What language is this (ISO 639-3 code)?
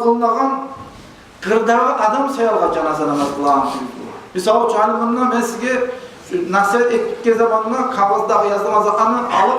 kum